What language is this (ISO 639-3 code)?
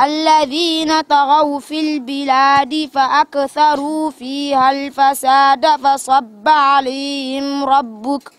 ful